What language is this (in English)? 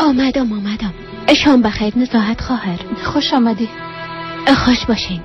Persian